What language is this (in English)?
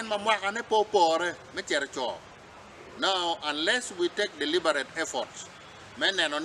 Acoli